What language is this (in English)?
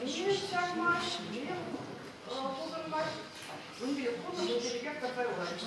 Chuvash